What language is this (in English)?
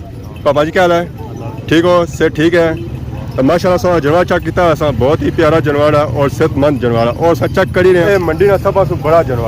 Pahari-Potwari